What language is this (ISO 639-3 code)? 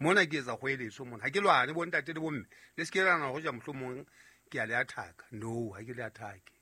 sot